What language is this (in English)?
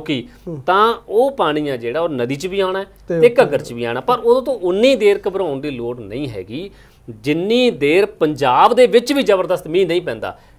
Punjabi